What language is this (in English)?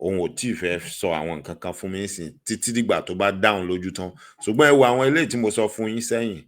Yoruba